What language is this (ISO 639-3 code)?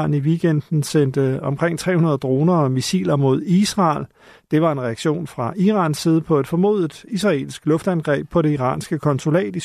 dan